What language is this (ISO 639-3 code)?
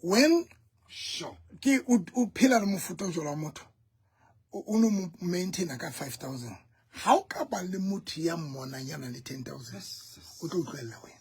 sot